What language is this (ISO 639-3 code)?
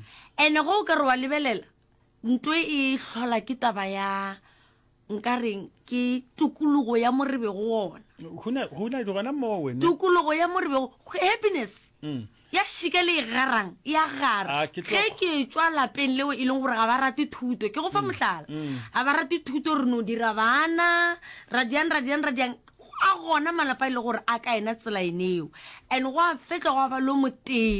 nso